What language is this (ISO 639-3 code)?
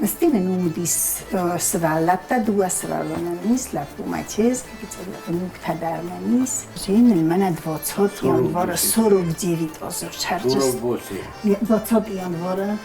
oss